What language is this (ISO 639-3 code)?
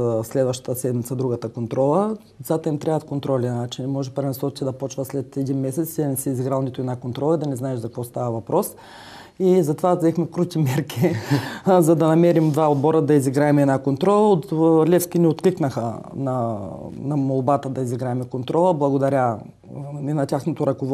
bul